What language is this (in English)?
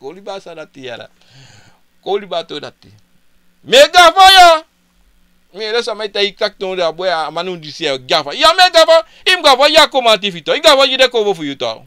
Sranan Tongo